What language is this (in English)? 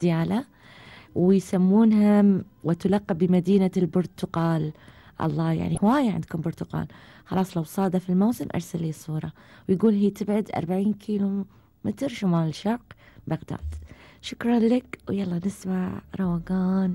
Gulf Arabic